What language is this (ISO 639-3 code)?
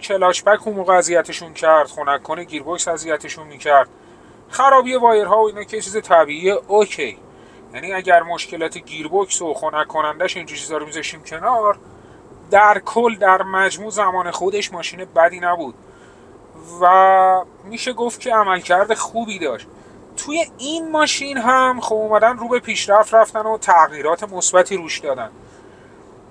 fas